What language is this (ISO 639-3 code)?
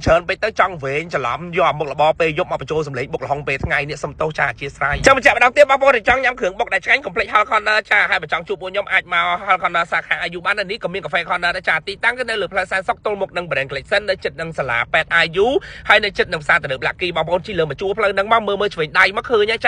khm